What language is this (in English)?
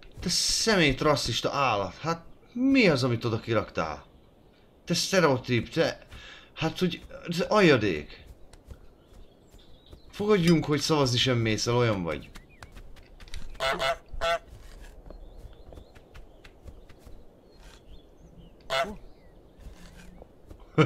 Hungarian